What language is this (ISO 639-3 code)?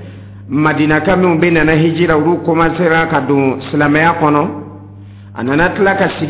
dyu